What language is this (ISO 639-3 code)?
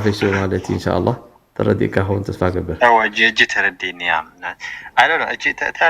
tir